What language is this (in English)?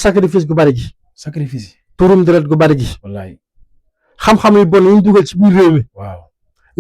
Wolof